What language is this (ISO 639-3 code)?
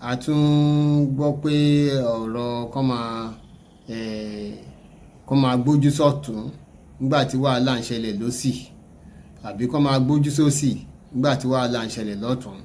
yor